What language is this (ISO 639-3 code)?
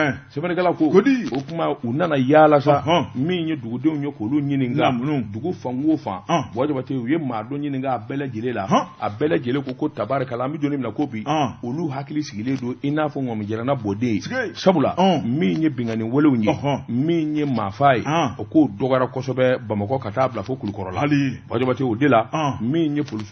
bam